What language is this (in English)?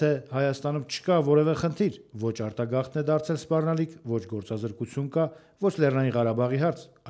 Armenian